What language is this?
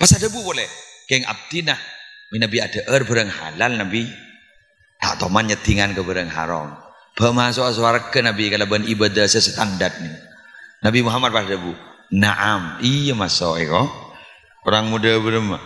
Madurese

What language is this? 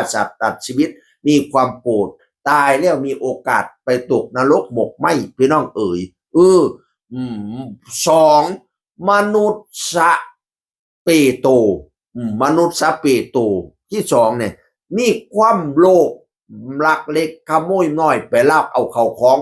Northeastern Thai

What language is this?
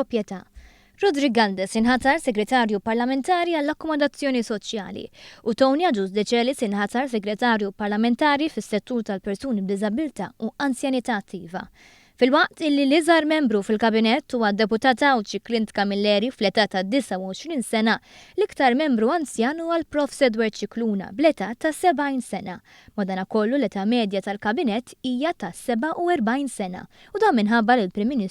Maltese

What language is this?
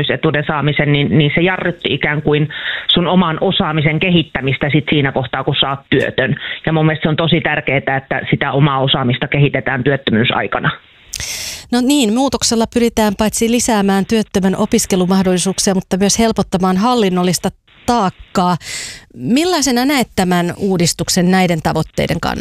Finnish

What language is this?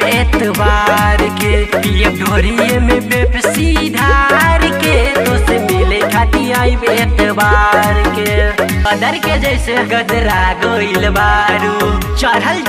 Bhojpuri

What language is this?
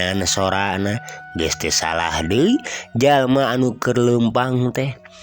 Sundanese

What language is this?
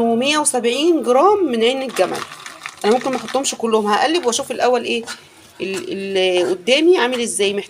Egyptian Arabic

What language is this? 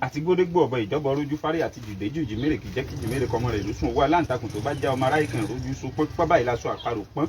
Yoruba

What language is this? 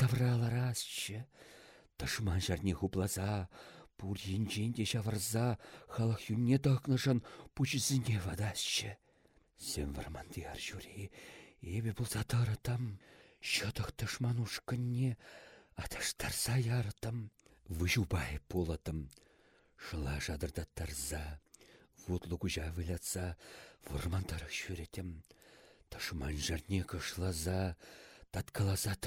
Chuvash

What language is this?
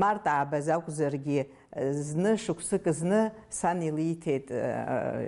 Abkhazian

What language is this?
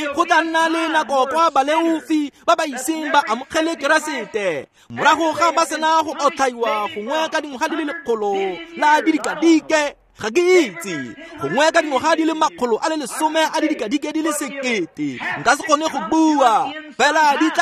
Tswana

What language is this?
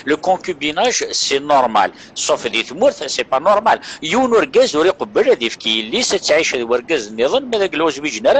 Kabyle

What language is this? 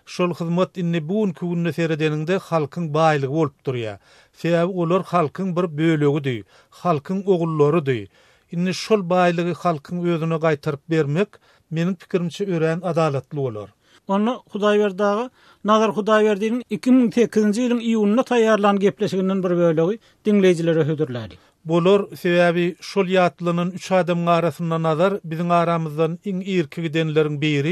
Turkmen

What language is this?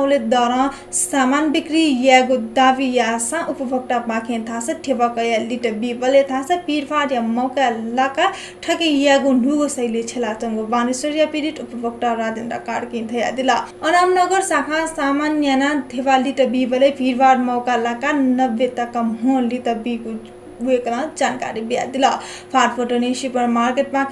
Newari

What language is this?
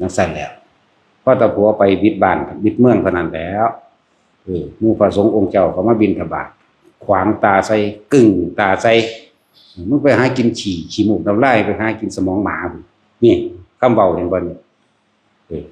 Northeastern Thai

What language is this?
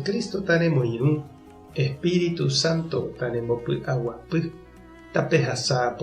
Guarani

